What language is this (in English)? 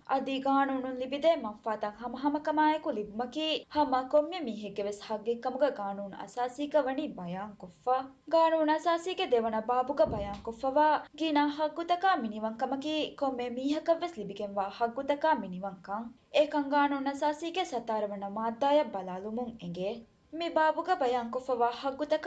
Divehi